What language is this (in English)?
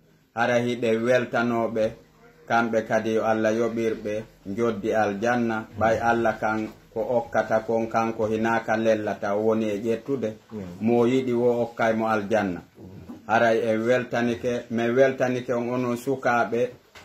Pular